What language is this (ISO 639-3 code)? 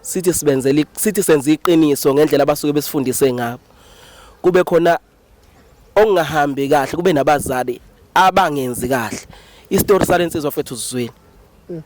zul